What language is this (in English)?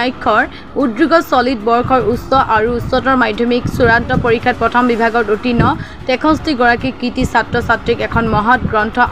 Assamese